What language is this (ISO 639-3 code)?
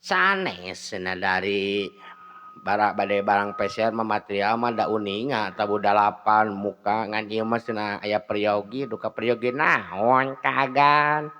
sun